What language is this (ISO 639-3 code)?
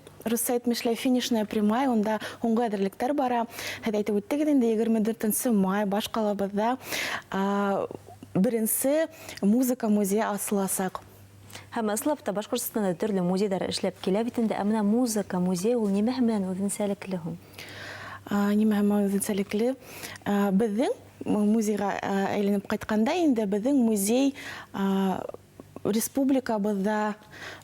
bak